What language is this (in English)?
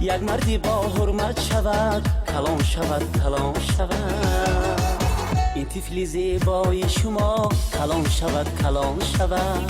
Tajik